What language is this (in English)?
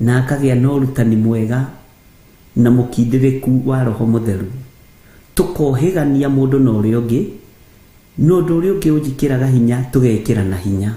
Kikuyu